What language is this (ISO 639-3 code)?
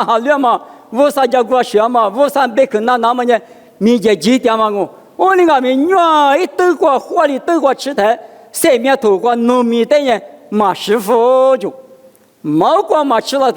lis